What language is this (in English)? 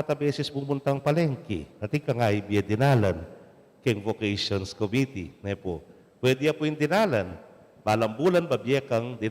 Pampanga